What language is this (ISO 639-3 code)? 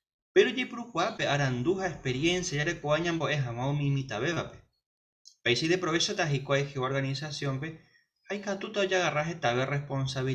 grn